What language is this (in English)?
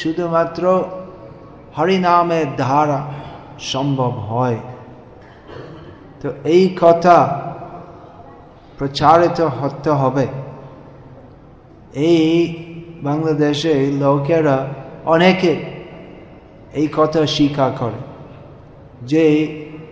Bangla